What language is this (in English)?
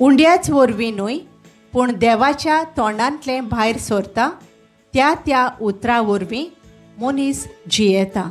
Konkani